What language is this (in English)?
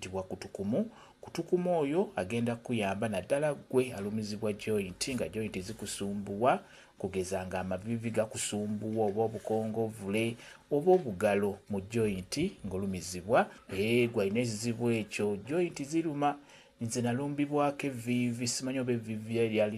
Ganda